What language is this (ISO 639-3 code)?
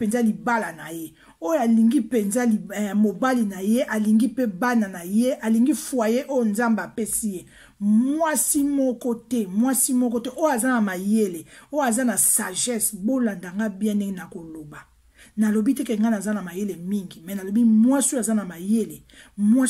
lin